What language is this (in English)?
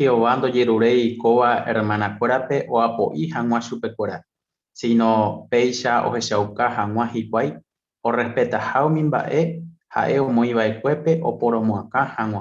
Guarani